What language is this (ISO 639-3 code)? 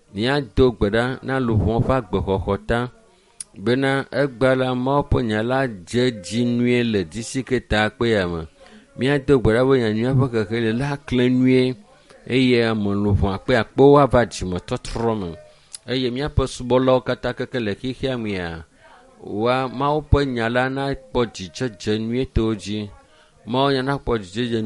ewe